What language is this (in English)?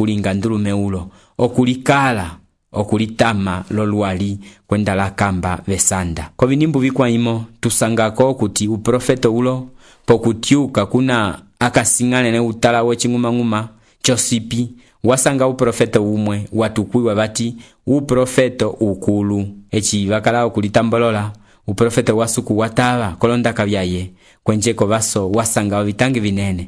Umbundu